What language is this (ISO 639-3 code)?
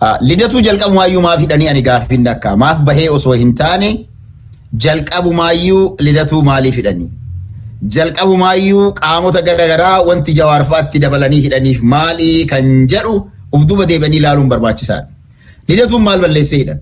orm